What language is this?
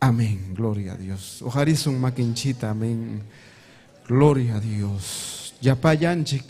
Ayacucho Quechua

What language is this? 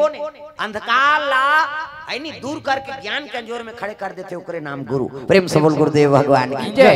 Chhattisgarhi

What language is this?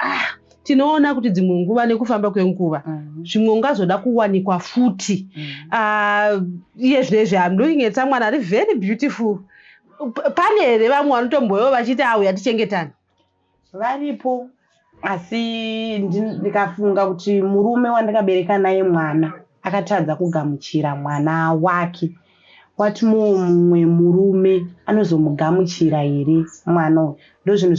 Shona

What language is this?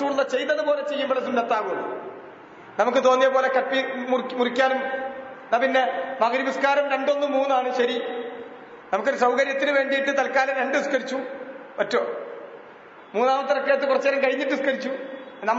Malayalam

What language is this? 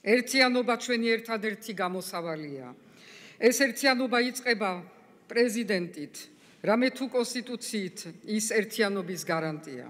Georgian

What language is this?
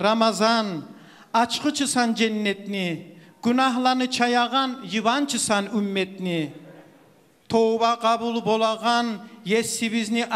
Kumyk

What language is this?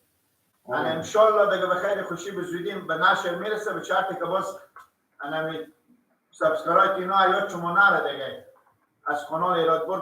Persian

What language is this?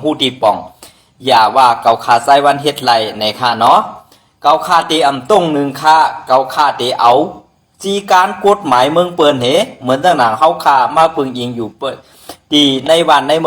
Shan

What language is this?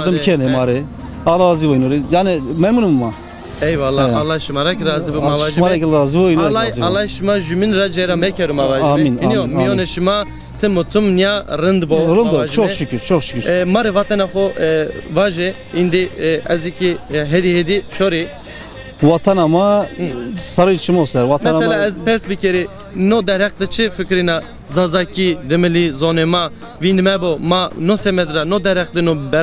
Zaza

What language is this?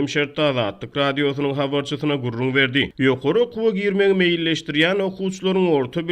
Turkmen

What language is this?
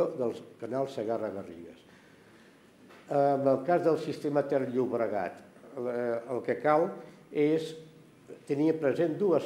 Catalan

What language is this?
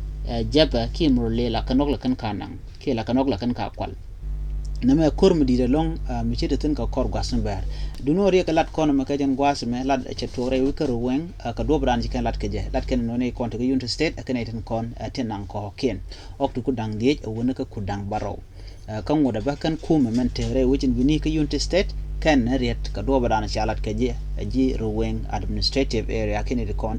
Nuer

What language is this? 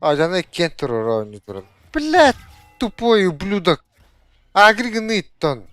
Yakut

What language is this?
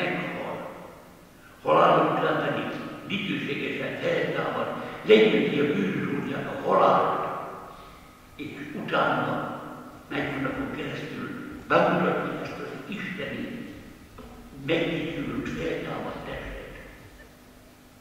Hungarian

